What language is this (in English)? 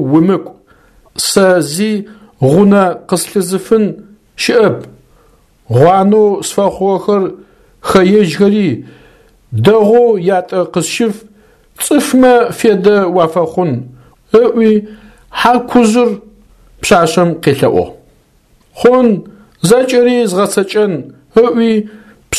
Adyghe